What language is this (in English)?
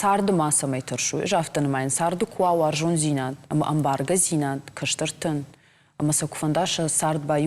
Ossetic